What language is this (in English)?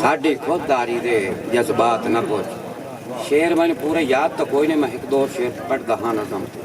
Saraiki